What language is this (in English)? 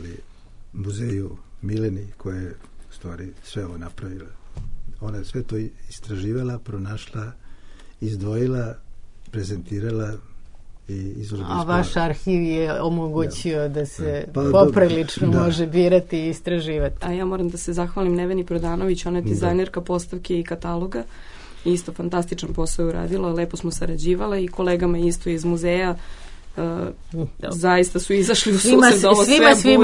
Serbian